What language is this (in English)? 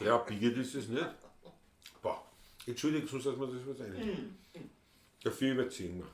Bavarian